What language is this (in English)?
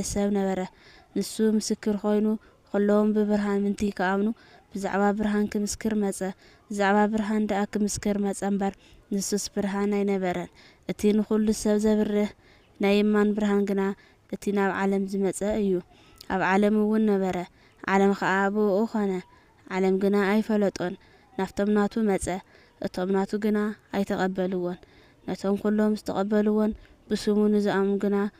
Tigrinya